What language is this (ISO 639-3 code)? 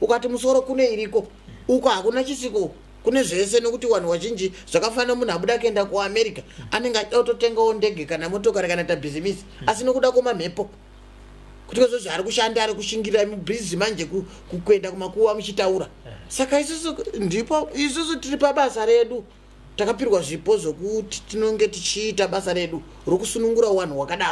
sna